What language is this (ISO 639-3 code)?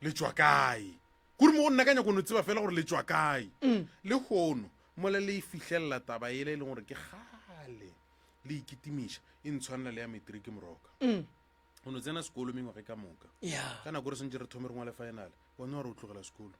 nso